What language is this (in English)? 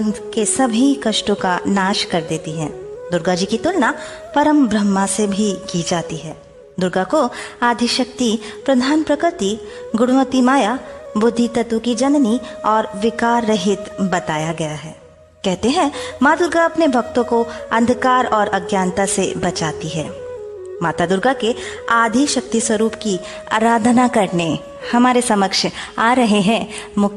Hindi